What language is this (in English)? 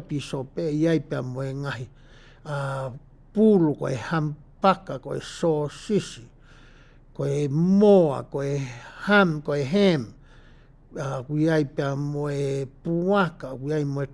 Tongan